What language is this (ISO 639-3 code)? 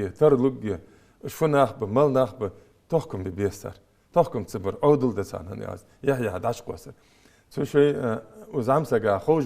inh